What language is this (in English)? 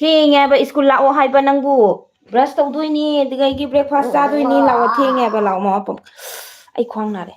Manipuri